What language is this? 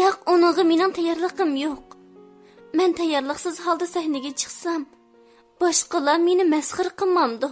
Uyghur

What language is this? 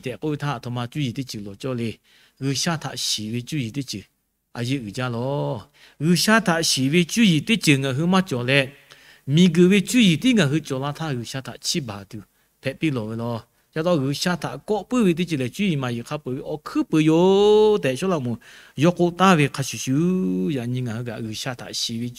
Lahu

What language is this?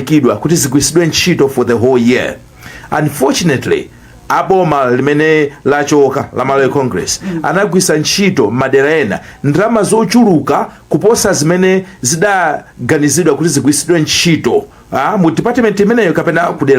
Nyanja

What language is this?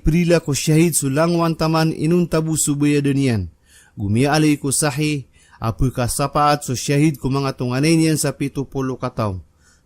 Maranao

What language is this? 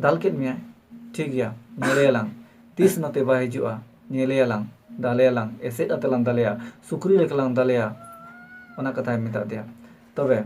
Santali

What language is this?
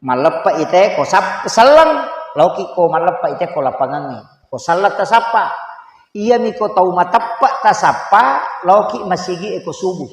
Buginese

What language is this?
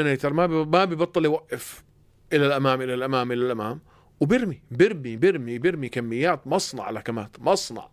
North Levantine Arabic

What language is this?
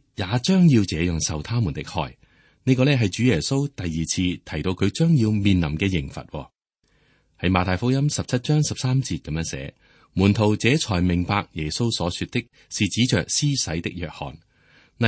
Cantonese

